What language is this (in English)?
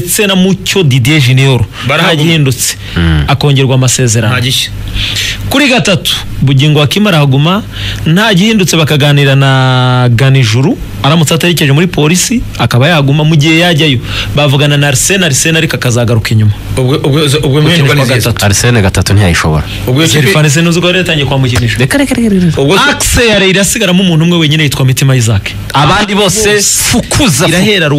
Kinyarwanda